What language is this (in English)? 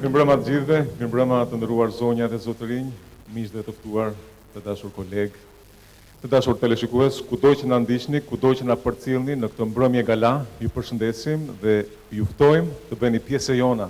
Albanian